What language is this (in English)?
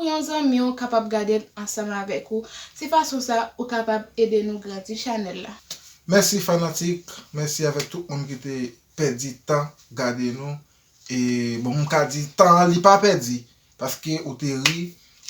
Haitian Creole